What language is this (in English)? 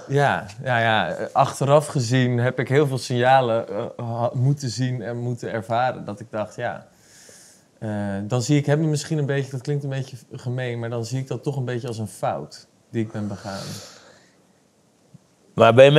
Dutch